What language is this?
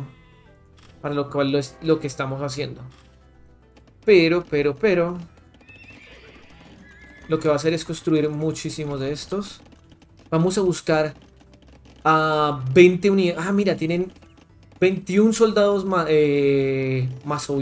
Spanish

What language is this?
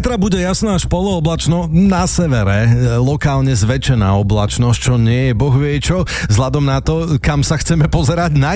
Slovak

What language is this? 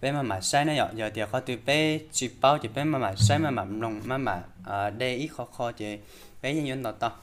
Hmong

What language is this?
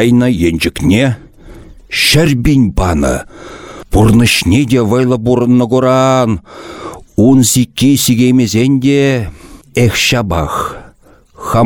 Chuvash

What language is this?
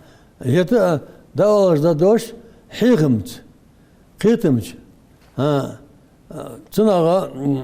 Ingush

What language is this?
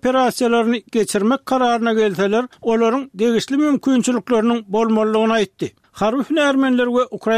Turkmen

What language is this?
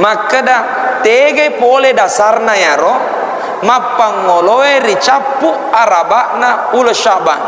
Buginese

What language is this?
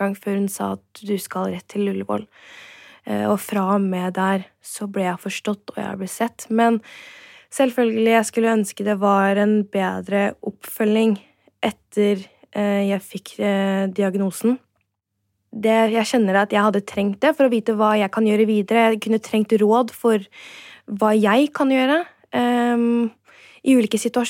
Norwegian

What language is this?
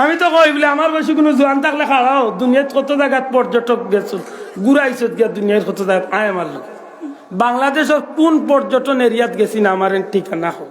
Sylheti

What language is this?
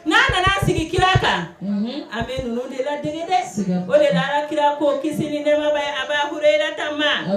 Bambara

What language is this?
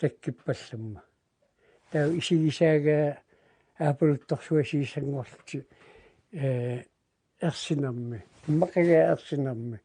Kalaallisut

